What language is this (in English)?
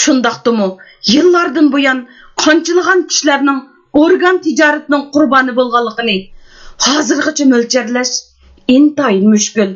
Uyghur